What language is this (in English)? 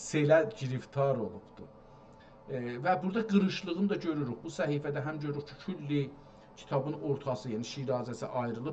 South Azerbaijani